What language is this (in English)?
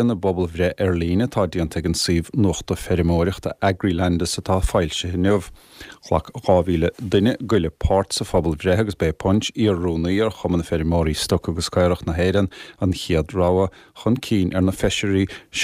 Irish